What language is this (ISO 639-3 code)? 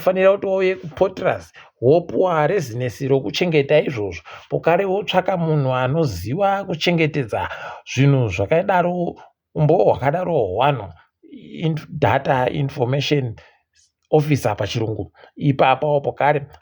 ndc